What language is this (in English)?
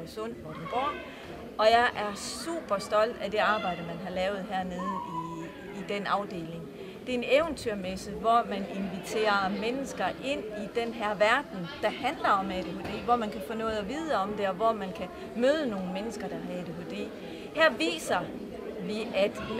Danish